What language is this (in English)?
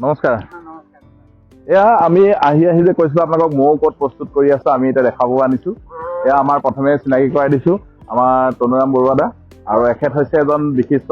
Assamese